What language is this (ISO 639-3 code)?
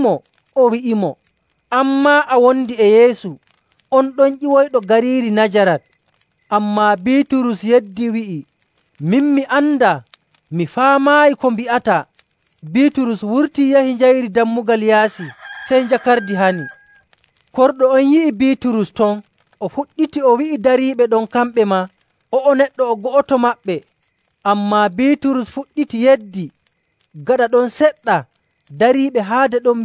fuv